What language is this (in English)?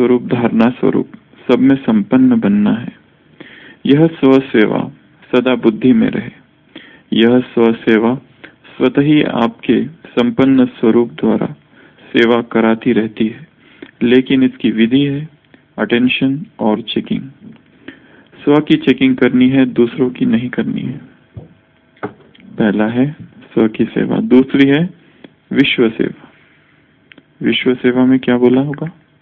Hindi